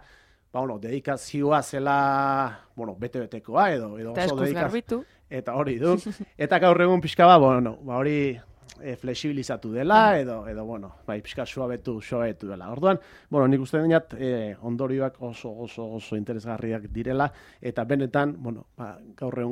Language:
Basque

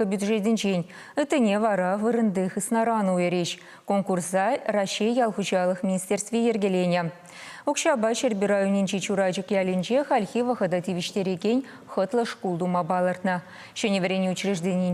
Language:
Chuvash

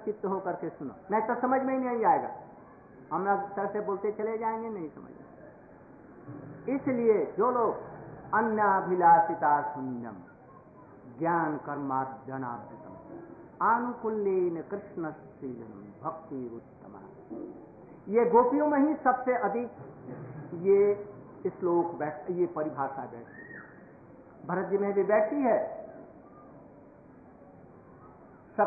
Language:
Hindi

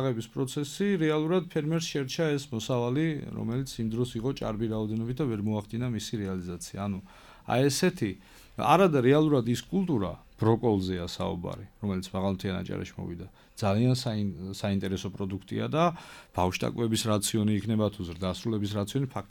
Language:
Georgian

